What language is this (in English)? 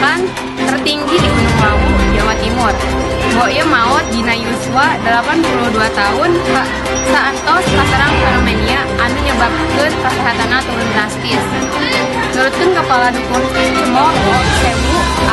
Sundanese